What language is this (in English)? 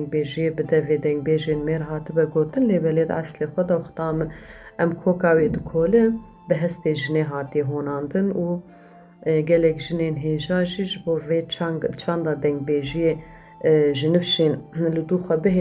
Kurdish